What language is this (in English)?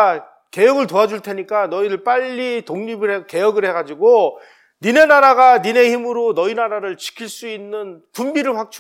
Korean